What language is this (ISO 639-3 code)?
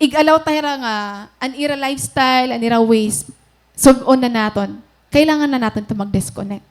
war